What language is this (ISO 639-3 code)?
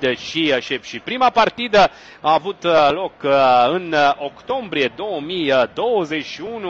ron